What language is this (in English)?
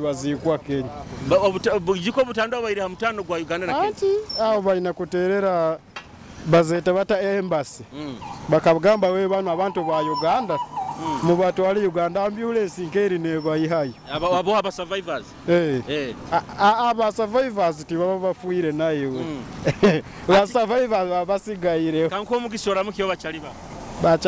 Nyoro